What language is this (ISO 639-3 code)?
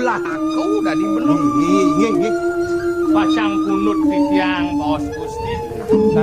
ban